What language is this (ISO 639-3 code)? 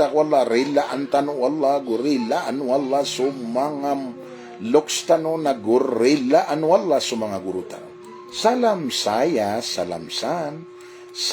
mrw